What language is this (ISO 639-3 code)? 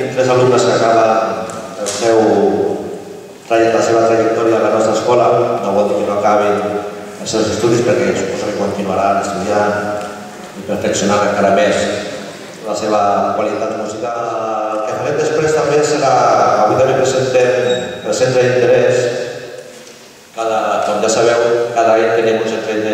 cat